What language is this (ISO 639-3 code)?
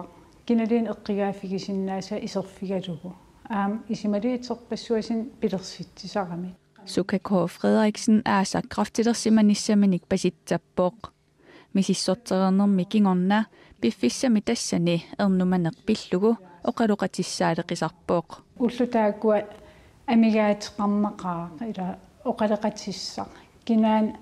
kal